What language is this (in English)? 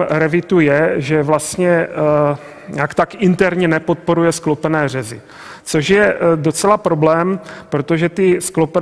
Czech